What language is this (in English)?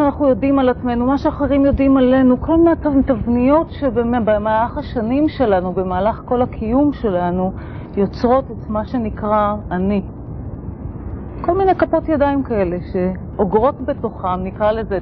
Hebrew